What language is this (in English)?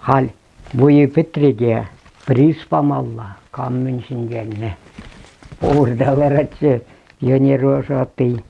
Chuvash